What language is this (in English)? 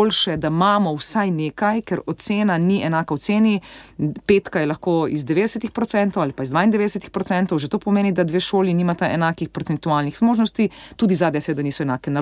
Slovenian